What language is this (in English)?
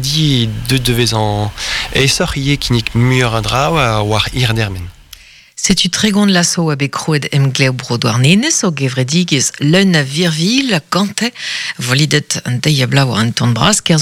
Breton